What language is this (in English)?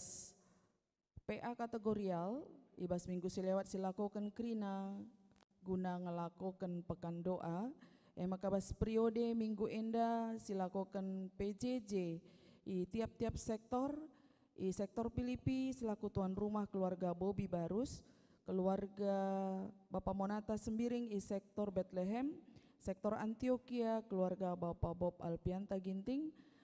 Batak Karo